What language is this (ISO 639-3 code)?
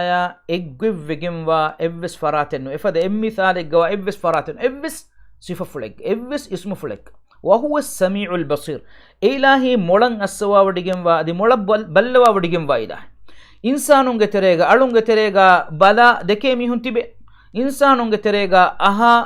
div